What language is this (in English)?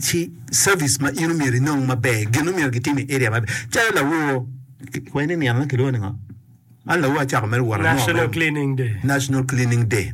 Acoli